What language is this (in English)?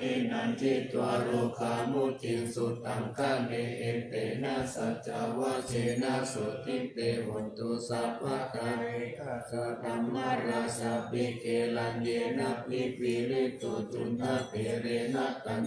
Pali